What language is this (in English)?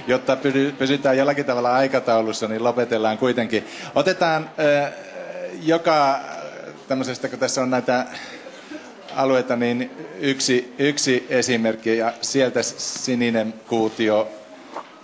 Finnish